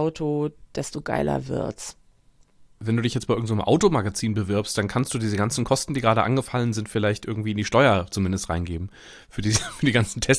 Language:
German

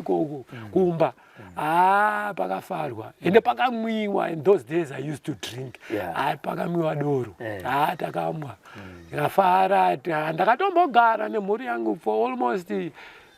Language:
Shona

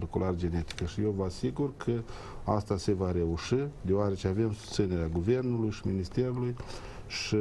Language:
Romanian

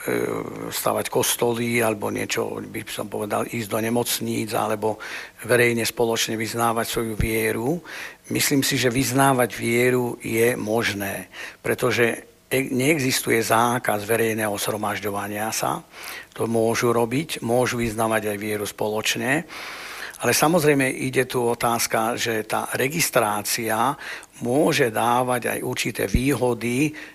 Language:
Slovak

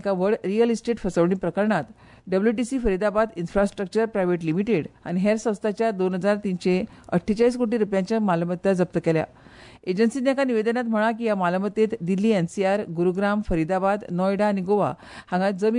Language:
Konkani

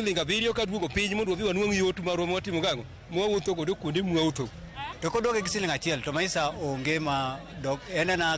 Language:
Luo (Kenya and Tanzania)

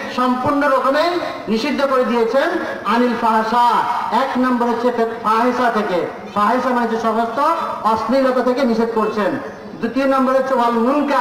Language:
Bangla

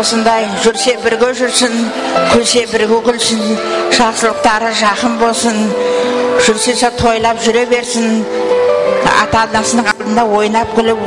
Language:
Kara-Kalpak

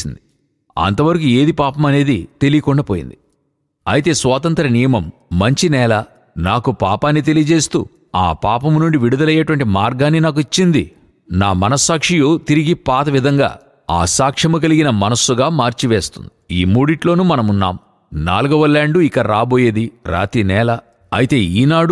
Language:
Telugu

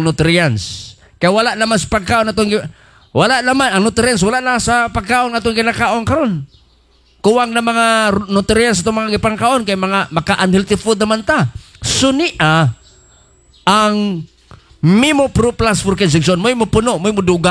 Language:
Cebuano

